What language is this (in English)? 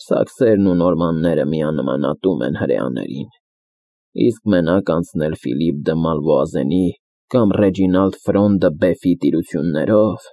Armenian